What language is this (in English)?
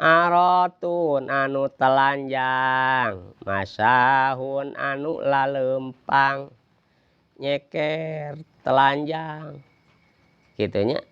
Sundanese